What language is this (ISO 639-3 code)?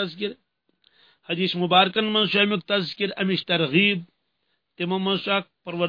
kas